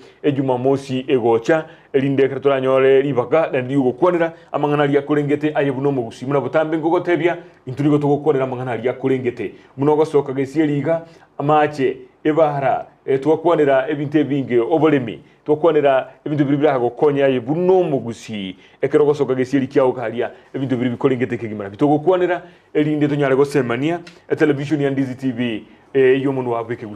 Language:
Gusii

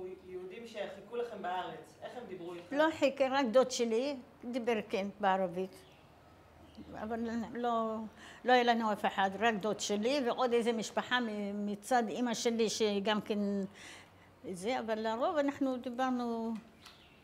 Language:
Hebrew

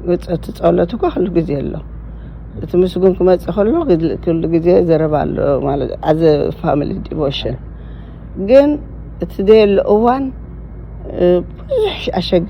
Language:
Tigrinya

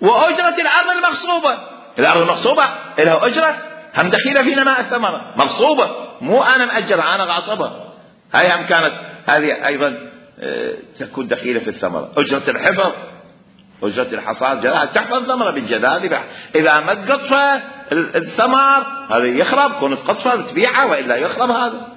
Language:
Mesopotamian Arabic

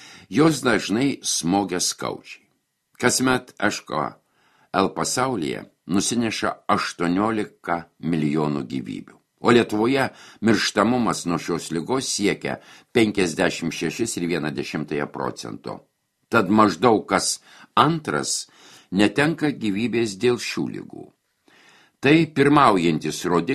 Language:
Lithuanian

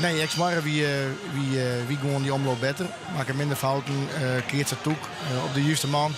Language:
Western Frisian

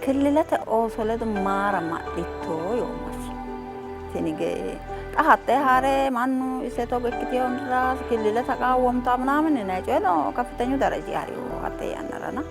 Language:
Sidamo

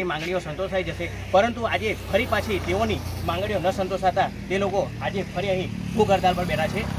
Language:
Gujarati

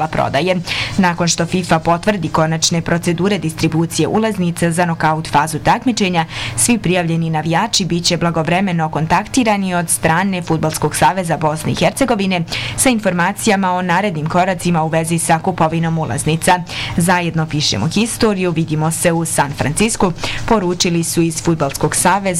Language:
Bosnian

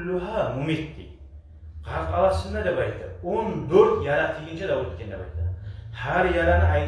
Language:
Kumyk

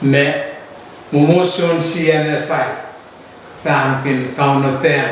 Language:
Pohnpeian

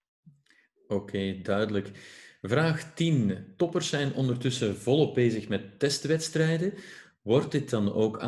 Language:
Dutch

